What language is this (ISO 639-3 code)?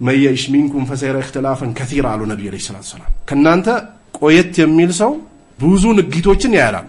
amh